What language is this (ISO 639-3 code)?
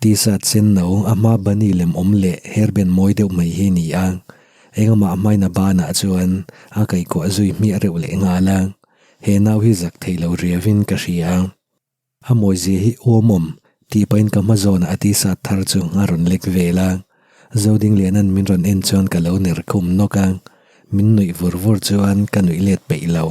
lus